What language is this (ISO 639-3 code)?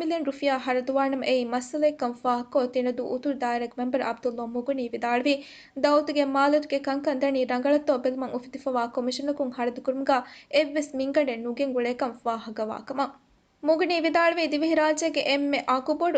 div